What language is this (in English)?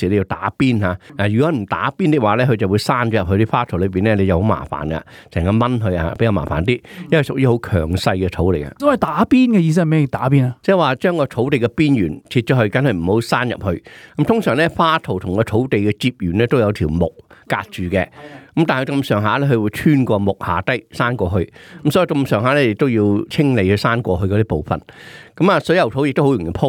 Cantonese